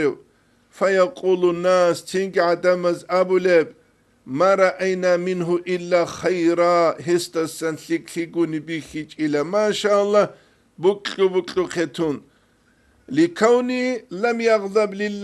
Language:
Avaric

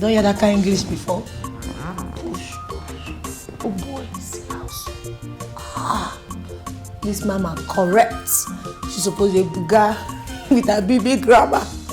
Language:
Nigerian Pidgin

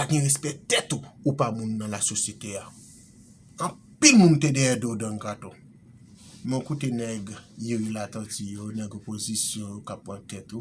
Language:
Haitian Creole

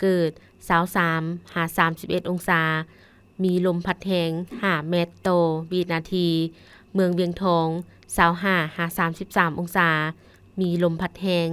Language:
Lao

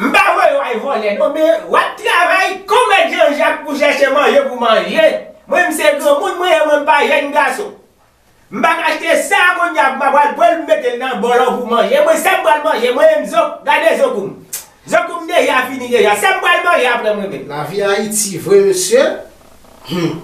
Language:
Haitian Creole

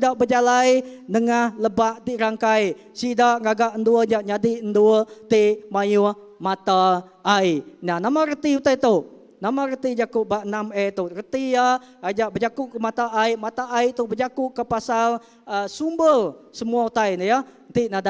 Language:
Iban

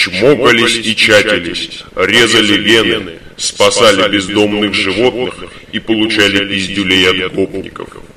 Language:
Russian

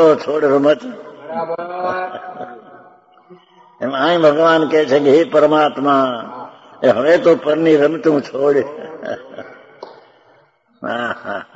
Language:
Gujarati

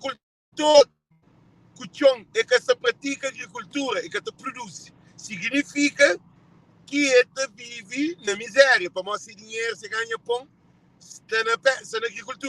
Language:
Kabuverdianu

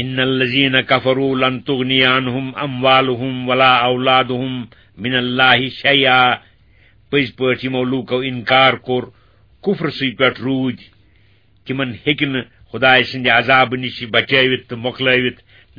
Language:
Kashmiri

